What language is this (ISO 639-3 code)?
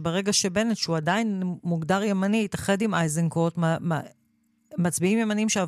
heb